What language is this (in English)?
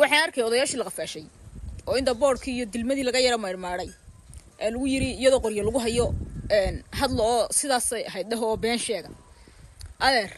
Somali